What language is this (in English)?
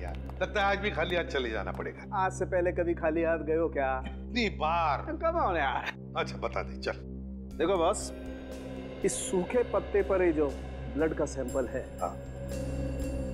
Hindi